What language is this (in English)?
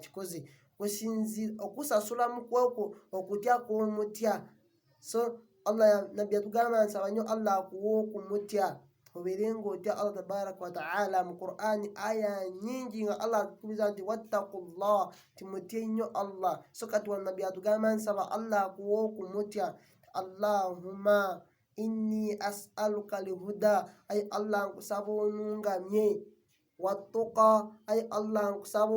Ganda